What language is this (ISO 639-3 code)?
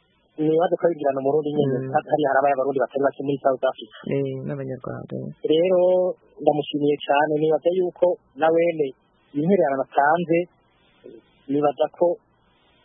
kin